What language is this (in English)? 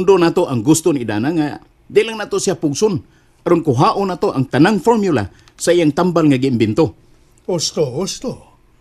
Cebuano